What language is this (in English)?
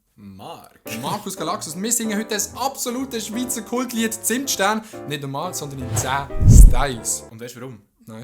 Swiss German